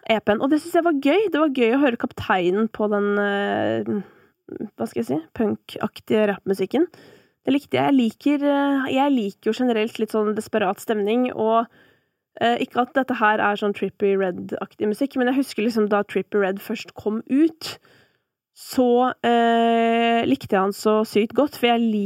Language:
Norwegian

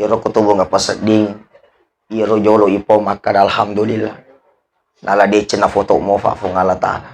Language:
Buginese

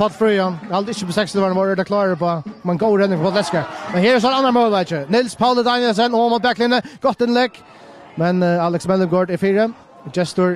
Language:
Faroese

